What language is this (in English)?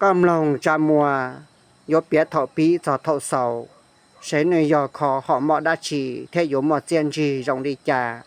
Hmong